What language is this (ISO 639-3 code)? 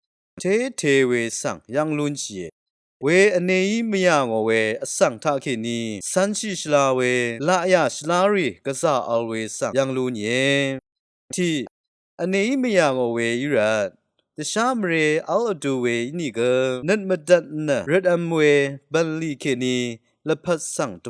raw